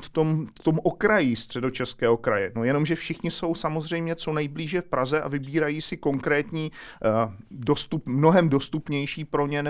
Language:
Czech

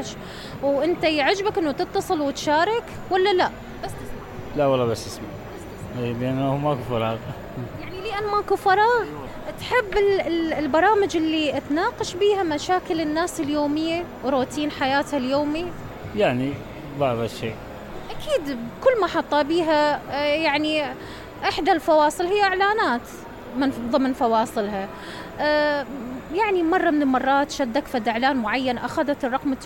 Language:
Mesopotamian Arabic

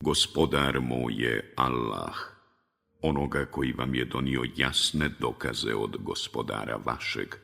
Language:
Bosnian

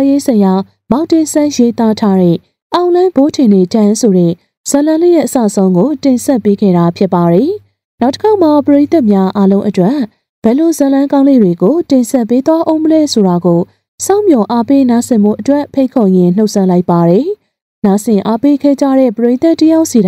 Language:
Burmese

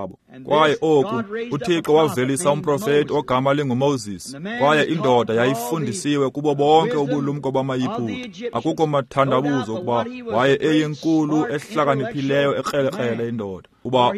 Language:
Xhosa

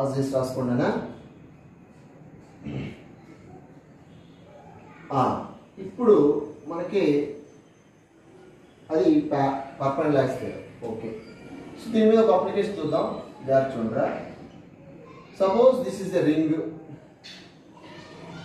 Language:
Telugu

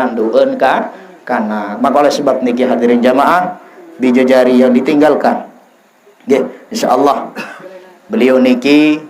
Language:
Sasak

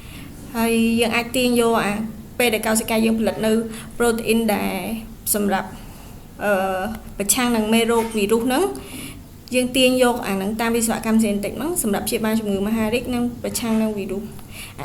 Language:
Khmer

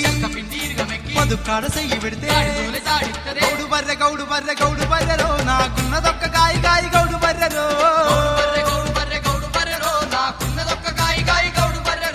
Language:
Telugu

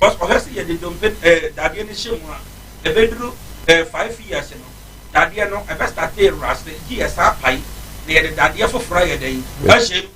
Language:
Akan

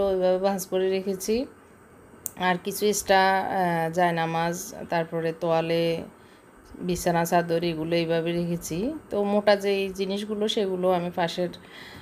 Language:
Bangla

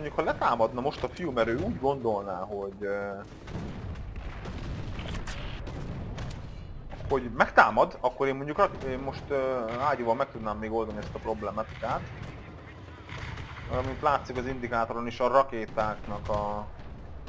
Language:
Hungarian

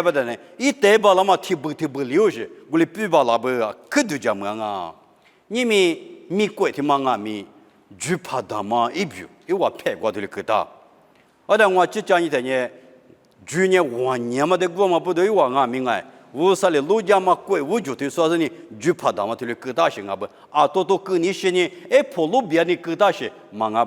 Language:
Lisu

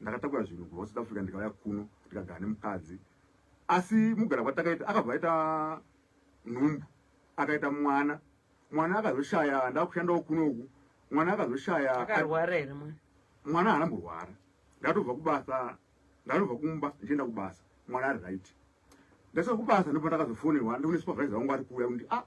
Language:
Shona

